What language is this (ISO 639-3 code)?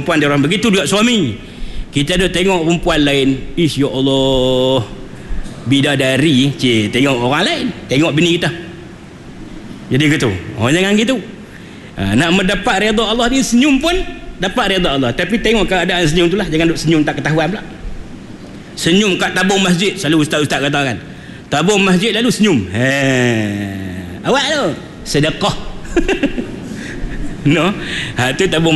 msa